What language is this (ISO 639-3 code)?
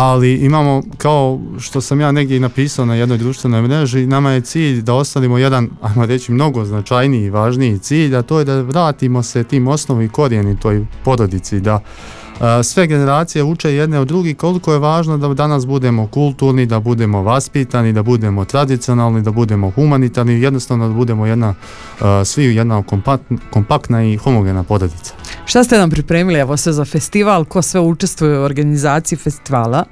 bos